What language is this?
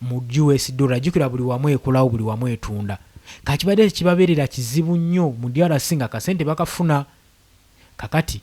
Ganda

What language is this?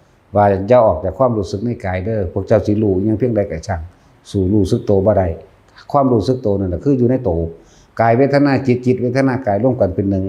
Northeastern Thai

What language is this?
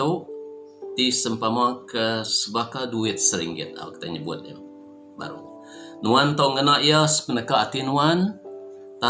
Iban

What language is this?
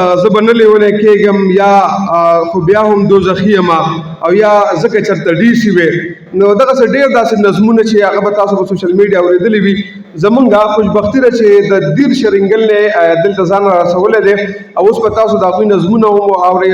Pashto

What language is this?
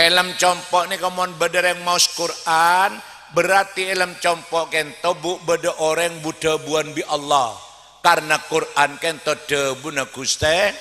Madurese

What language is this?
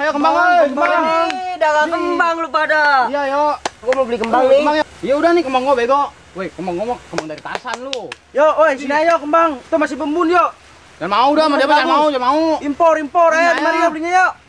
Betawi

